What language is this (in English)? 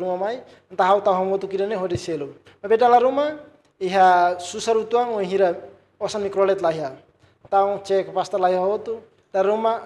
Tetum